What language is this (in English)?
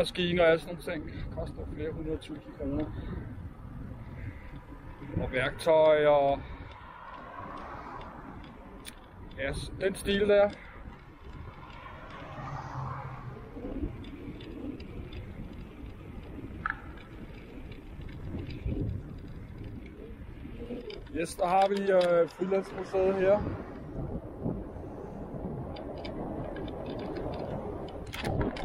Danish